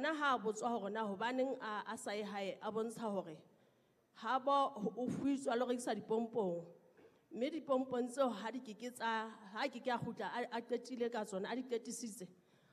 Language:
Southern Sotho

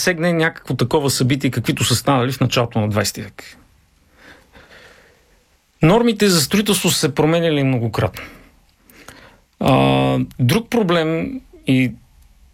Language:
Bulgarian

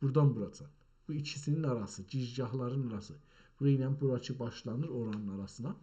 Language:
South Azerbaijani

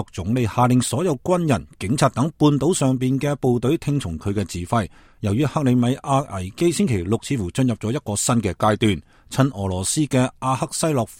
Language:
Cantonese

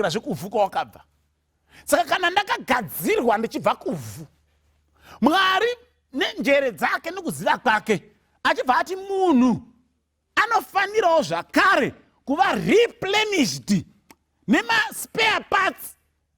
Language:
Shona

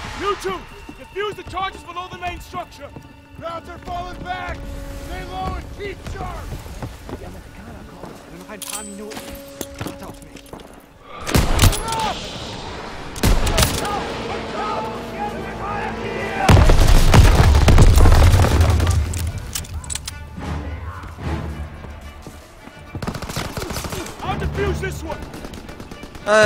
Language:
English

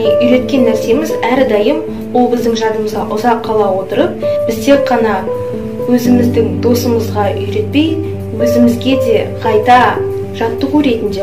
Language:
Kazakh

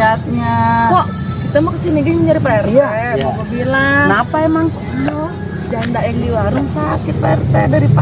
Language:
Betawi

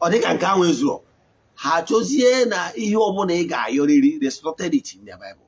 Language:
Igbo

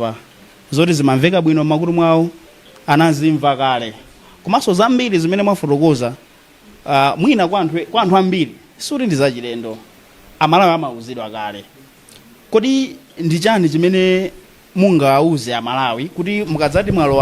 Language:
Nyanja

